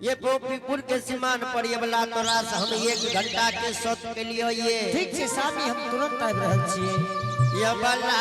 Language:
Angika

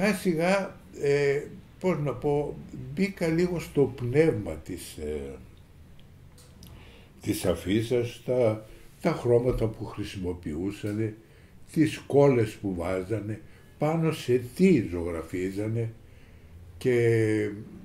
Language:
Greek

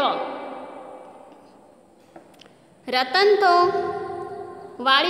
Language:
Gujarati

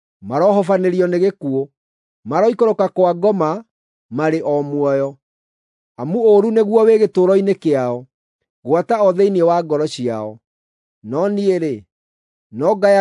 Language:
Kikuyu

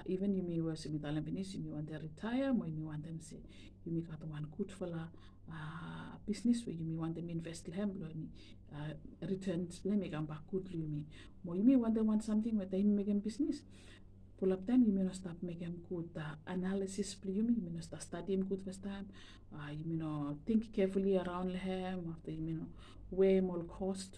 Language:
Bislama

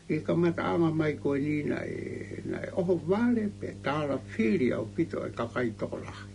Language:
Tongan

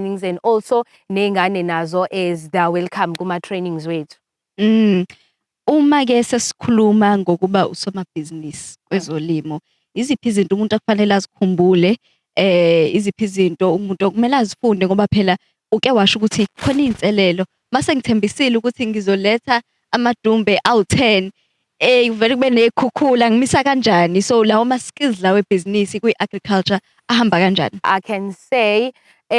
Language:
Zulu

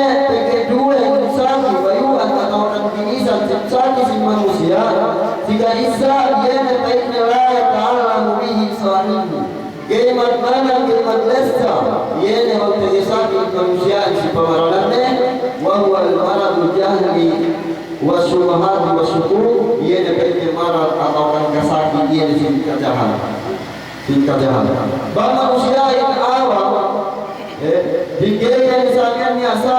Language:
Yakan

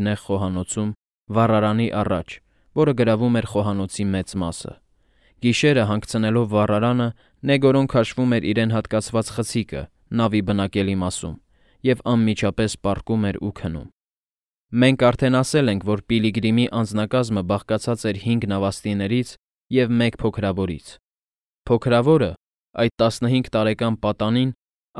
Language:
Armenian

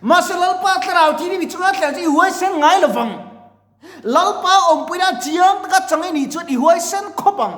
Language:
Mizo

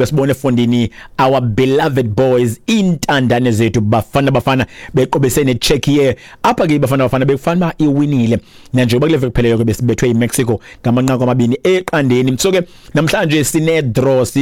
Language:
Xhosa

